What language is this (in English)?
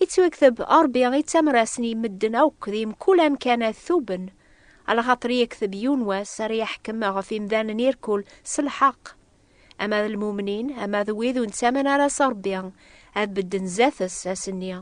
Kabyle